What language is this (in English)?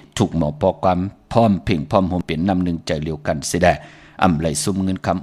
Shan